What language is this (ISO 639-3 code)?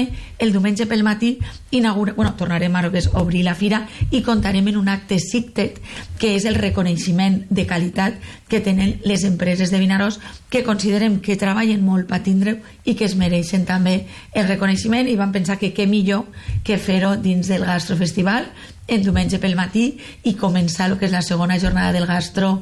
cat